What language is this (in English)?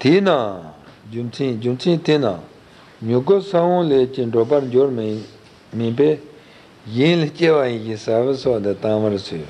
Tibetan